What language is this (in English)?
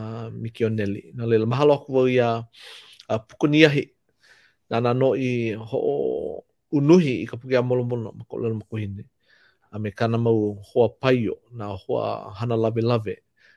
Hawaiian